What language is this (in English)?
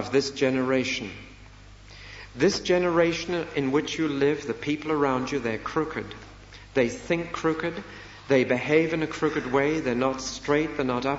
English